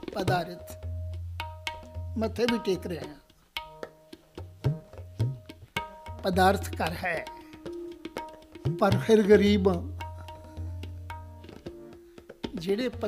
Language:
Punjabi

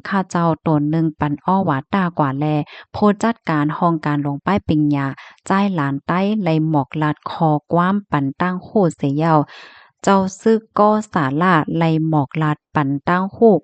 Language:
Shan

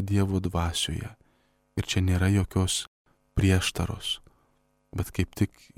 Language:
Lithuanian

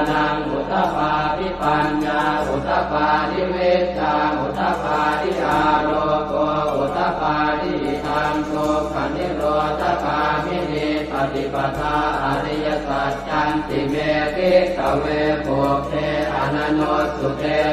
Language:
Pali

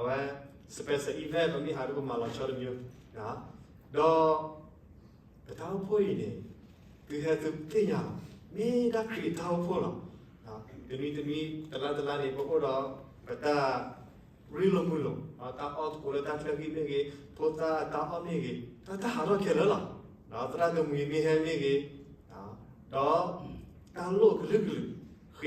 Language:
S'gaw Karen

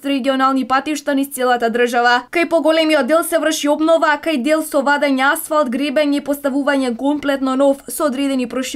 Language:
Macedonian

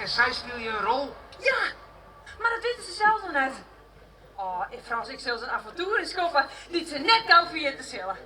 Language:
Western Frisian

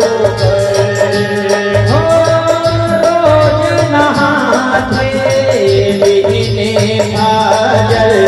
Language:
Chhattisgarhi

